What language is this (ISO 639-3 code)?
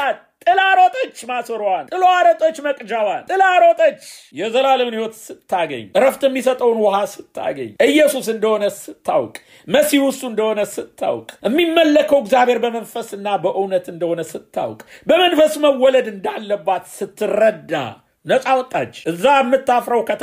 amh